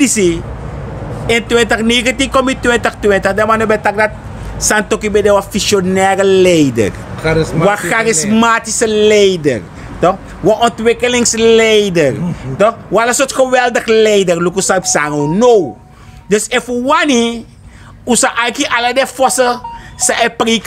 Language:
Sranan Tongo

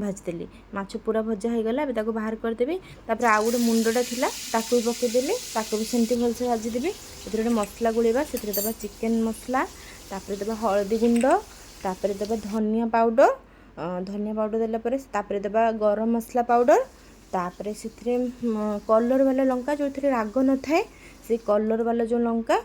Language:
Odia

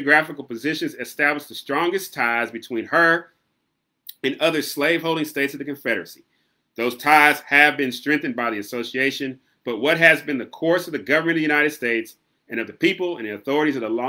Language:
English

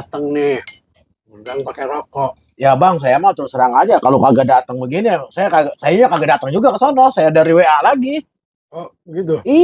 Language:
Betawi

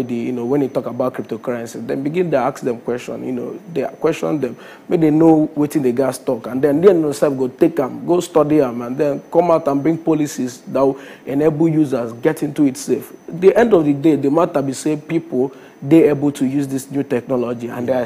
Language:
Nigerian Pidgin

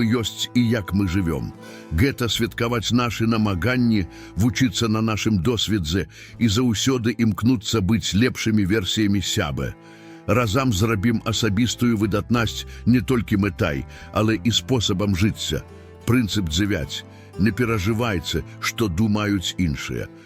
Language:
Belarusian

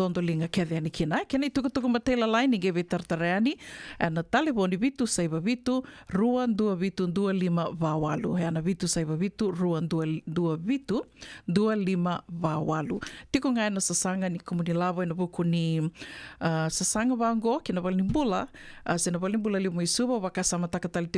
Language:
Fijian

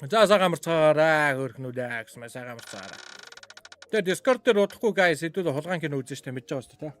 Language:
Mongolian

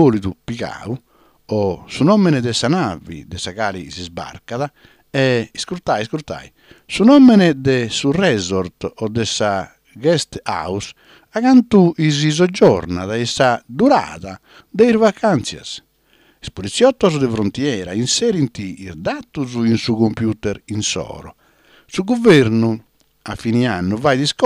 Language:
Sardinian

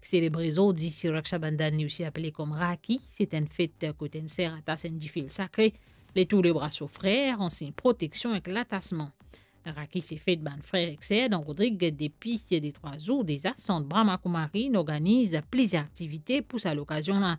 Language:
Morisyen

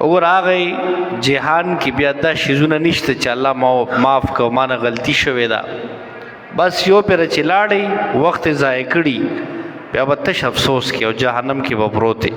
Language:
Pashto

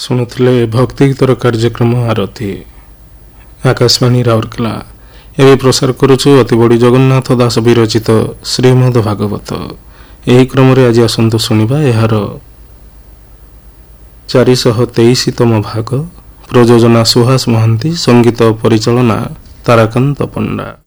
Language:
Odia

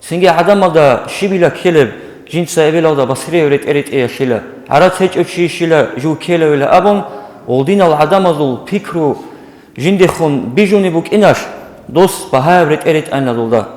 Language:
Avaric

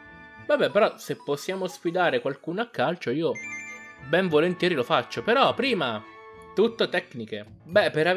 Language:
Italian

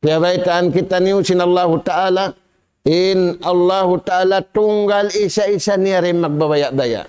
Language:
Tausug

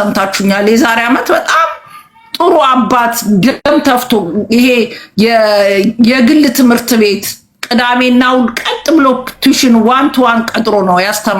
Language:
Amharic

